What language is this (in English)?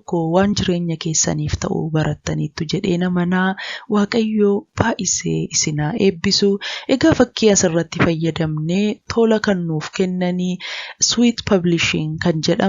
Oromo